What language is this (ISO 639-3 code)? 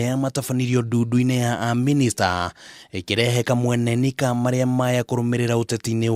kik